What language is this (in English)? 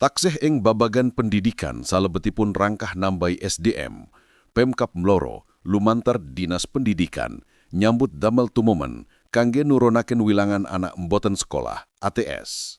Javanese